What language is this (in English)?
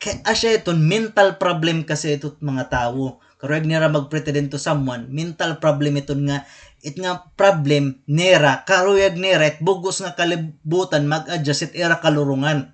Waray